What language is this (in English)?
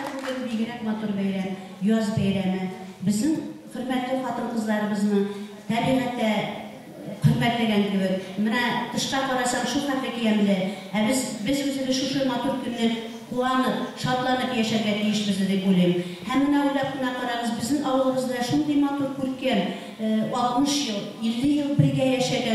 Bashkir